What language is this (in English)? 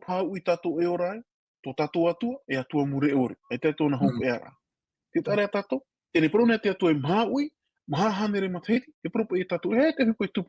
Tahitian